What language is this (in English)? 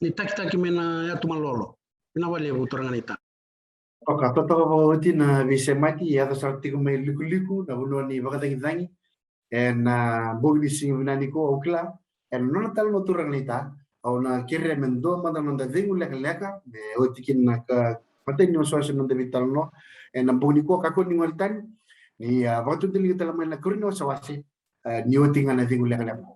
Fijian